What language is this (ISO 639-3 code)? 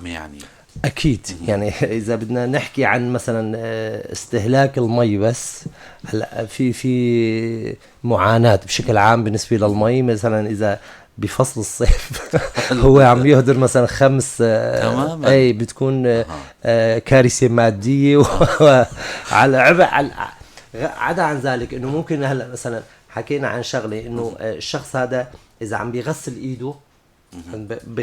apc